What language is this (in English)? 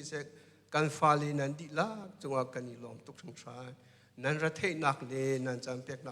Hakha Chin